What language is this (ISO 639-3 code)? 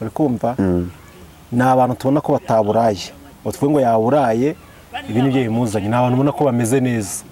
kin